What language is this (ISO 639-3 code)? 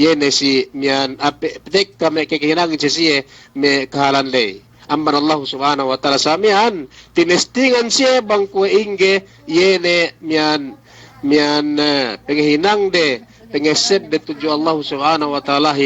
yka